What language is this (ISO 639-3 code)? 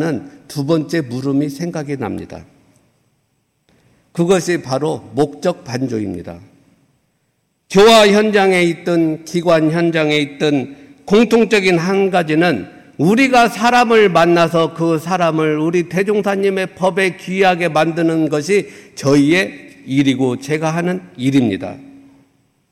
kor